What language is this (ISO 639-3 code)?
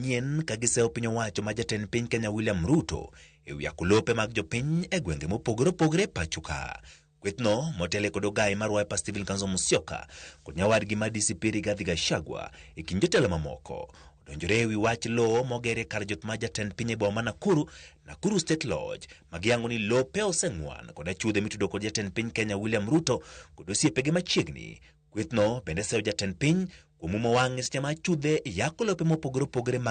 luo